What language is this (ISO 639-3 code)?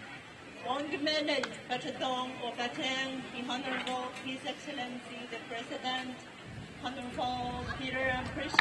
pon